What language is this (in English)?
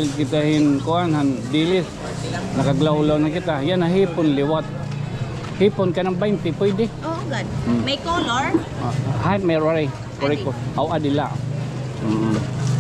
Waray